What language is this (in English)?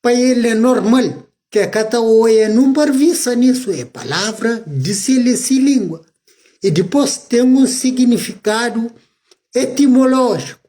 Kabuverdianu